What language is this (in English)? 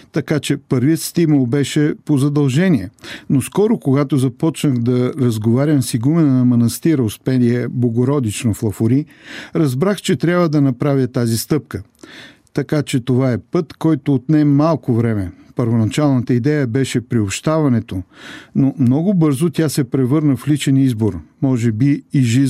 Bulgarian